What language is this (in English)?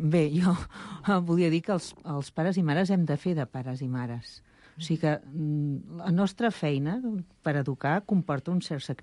Catalan